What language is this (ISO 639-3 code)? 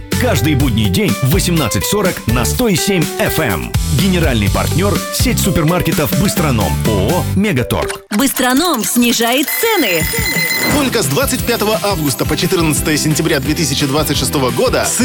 rus